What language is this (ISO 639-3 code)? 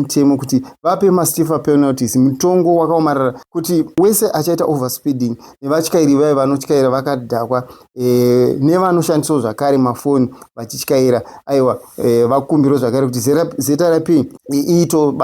sna